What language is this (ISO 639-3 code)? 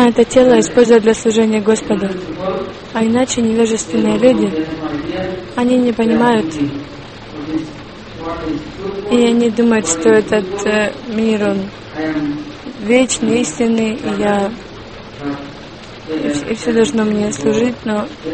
rus